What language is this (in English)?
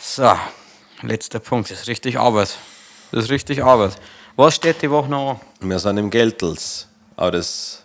Bavarian